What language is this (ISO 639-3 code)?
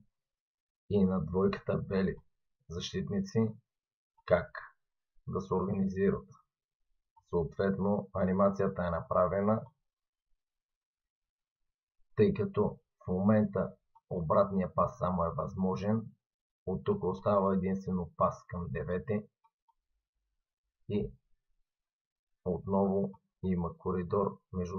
bul